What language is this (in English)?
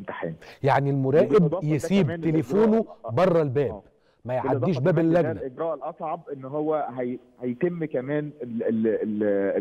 Egyptian Arabic